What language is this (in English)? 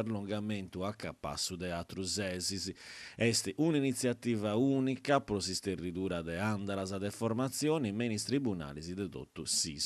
Sardinian